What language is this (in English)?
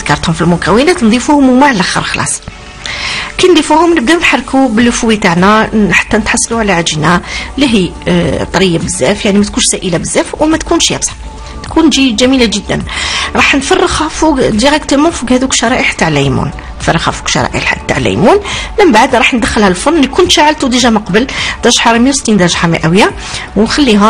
Algerian Arabic